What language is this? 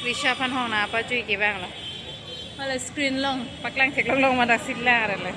Karbi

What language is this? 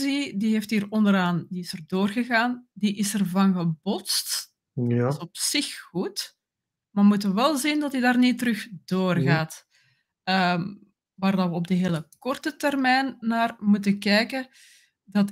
Dutch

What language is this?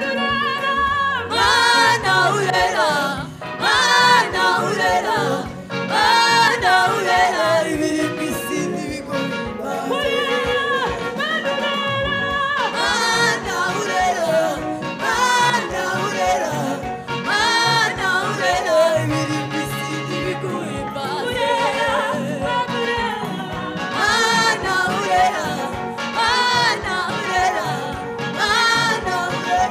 Kinyarwanda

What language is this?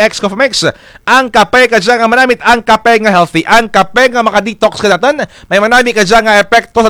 Kinaray-a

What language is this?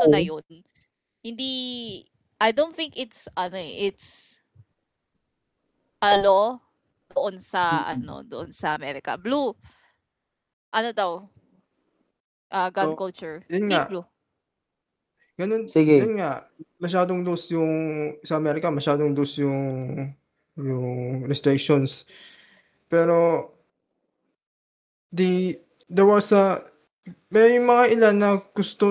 Filipino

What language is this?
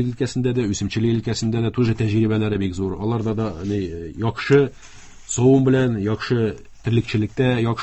Tatar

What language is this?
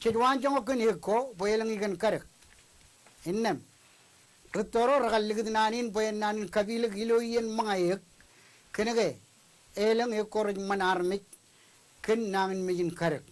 Marshallese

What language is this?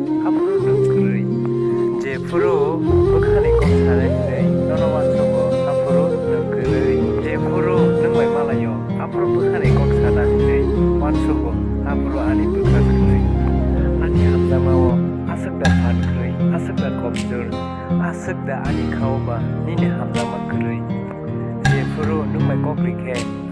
Kok Borok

